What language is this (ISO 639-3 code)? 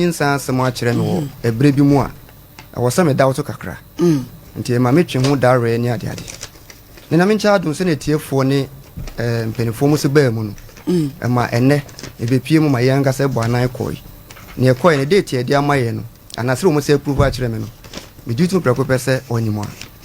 aka